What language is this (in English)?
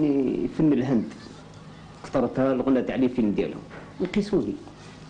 Algerian Arabic